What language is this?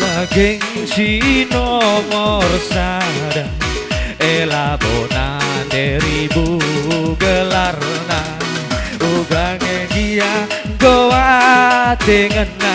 Batak Karo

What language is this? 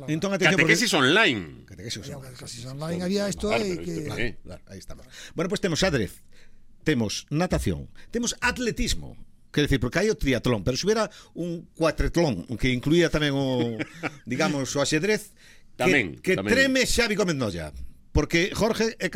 Galician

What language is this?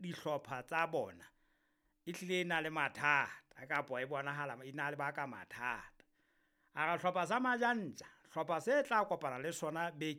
Southern Sotho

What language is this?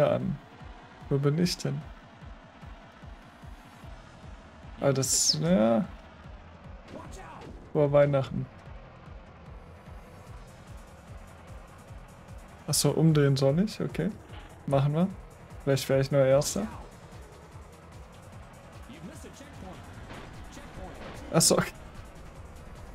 German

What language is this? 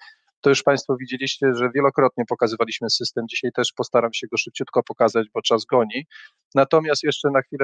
Polish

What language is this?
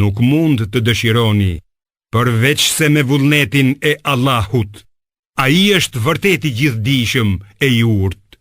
Albanian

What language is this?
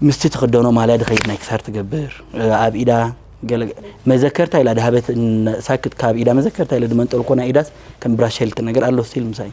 Tigrinya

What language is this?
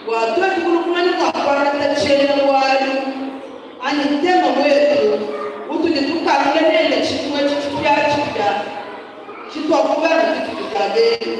Luba-Lulua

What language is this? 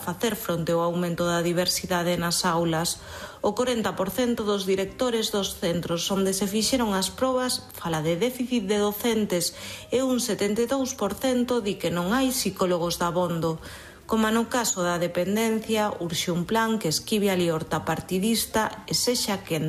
Galician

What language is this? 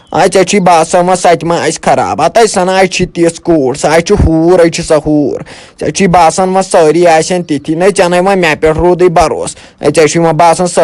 Kashmiri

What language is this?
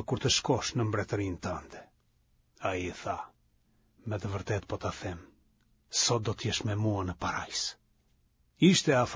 Albanian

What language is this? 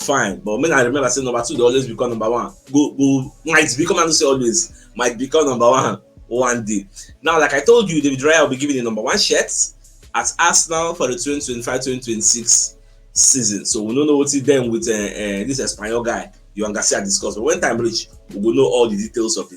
Nigerian Pidgin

